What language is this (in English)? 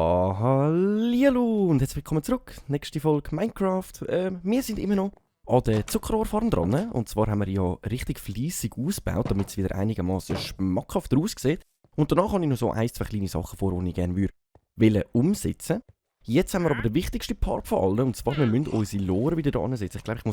Swiss German